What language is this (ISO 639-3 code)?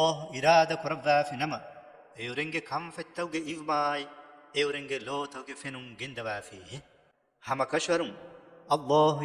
div